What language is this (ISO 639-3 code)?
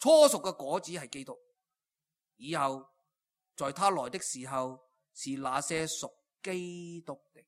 yue